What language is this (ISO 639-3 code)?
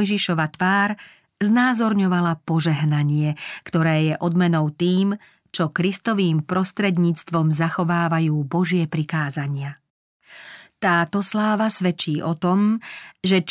slk